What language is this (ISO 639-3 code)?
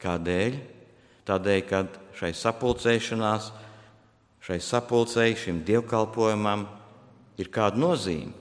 lav